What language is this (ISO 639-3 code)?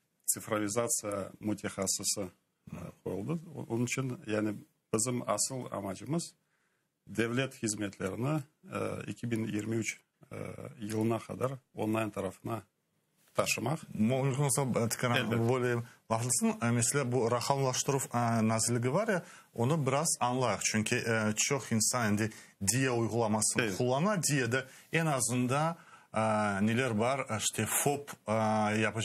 crh